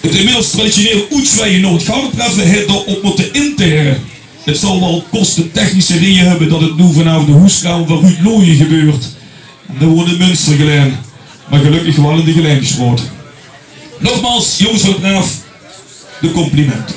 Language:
Limburgish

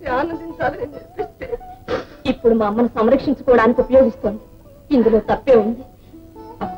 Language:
Telugu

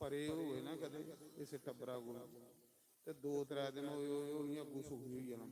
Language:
Dogri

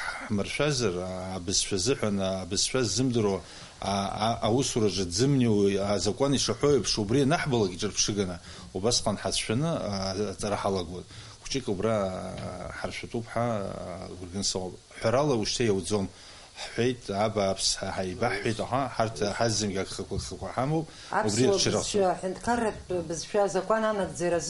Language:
Abkhazian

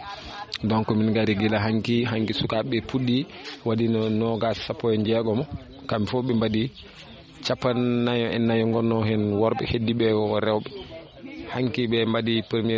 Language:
Fula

